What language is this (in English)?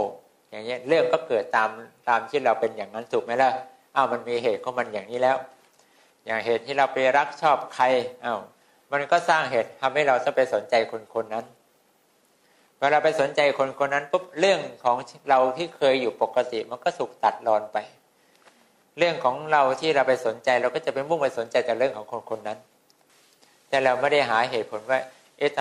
Thai